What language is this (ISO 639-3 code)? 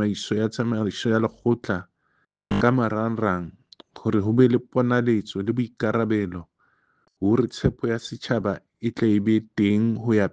sot